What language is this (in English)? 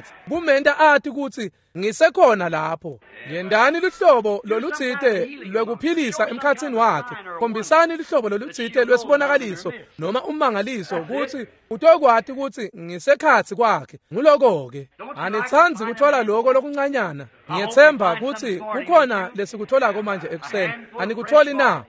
Swati